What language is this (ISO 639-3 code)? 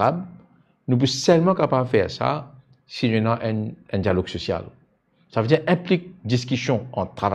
mfe